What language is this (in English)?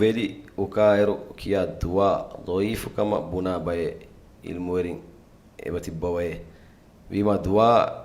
Divehi